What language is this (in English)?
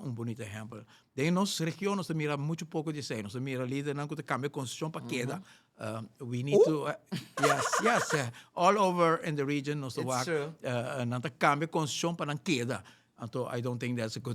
Papiamento